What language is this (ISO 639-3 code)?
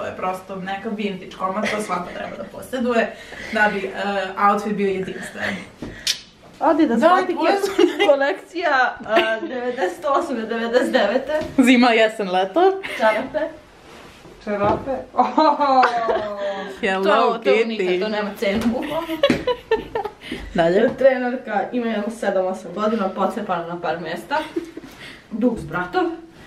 srp